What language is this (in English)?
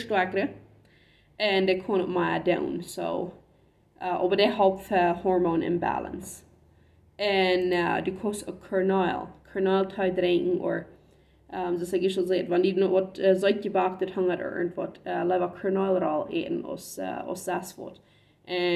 Plautdietsch